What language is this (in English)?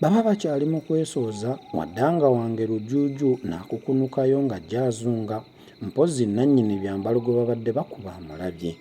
Ganda